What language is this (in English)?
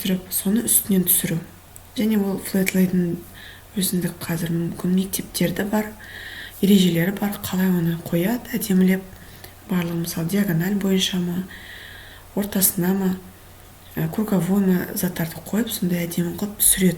Kazakh